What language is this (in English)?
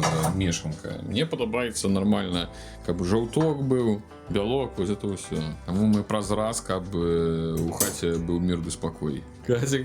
Belarusian